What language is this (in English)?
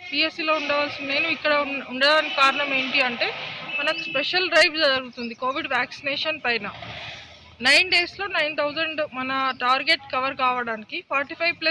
Telugu